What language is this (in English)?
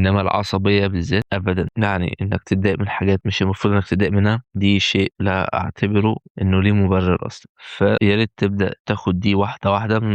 Egyptian Arabic